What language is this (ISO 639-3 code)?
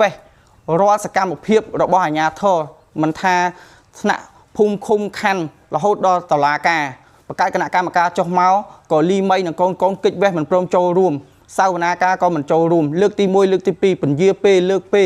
khm